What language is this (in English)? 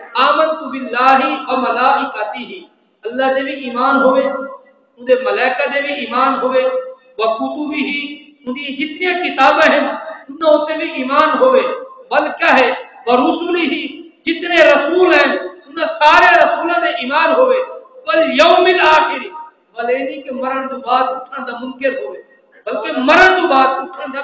Saraiki